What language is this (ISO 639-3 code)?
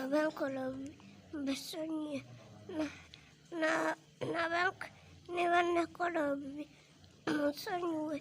lug